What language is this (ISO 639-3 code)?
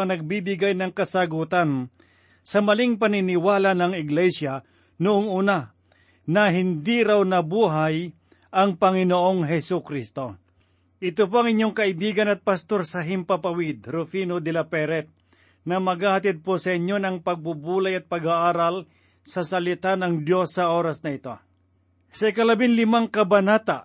fil